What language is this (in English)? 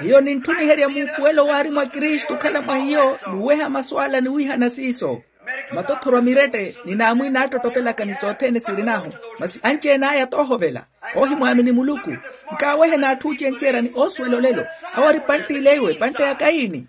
Makhuwa